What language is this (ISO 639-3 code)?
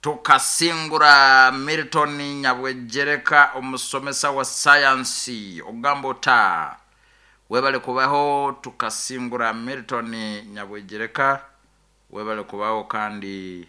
nyo